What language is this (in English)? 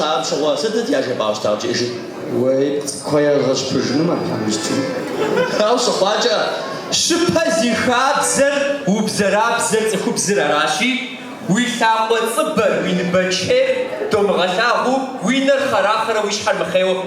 Kabardian